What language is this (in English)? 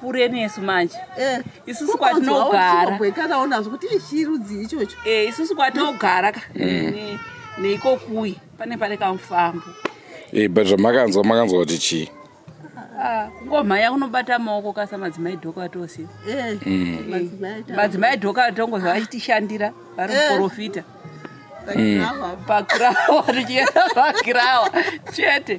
Shona